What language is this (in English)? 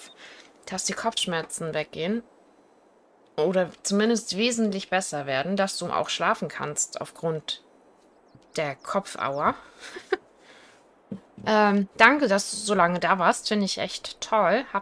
German